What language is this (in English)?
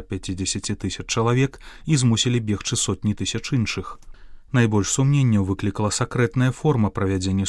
Belarusian